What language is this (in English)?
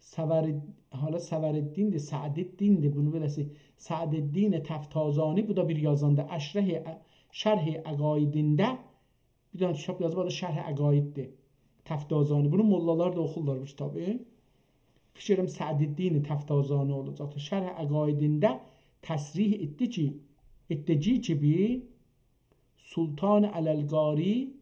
South Azerbaijani